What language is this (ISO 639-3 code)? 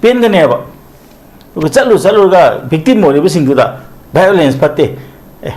mni